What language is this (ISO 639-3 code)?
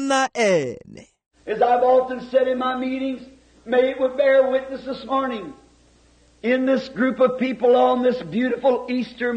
tsn